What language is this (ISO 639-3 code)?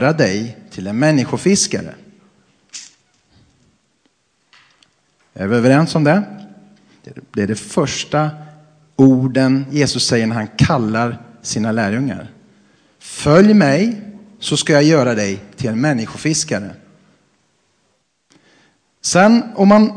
swe